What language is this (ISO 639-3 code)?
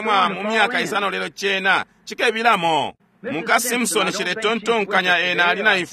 bem